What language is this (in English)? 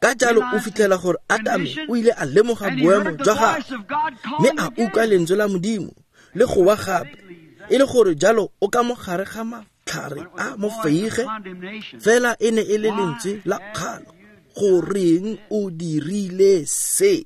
Tswana